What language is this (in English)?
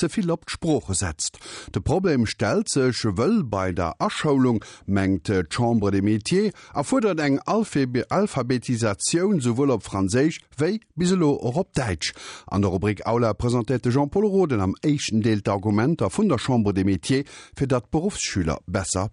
Luxembourgish